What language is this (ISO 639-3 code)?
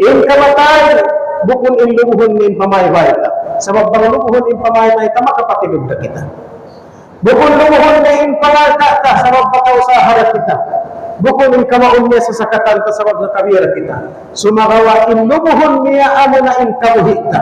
tsg